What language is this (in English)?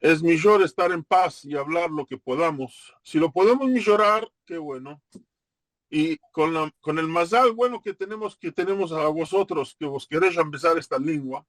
Ladino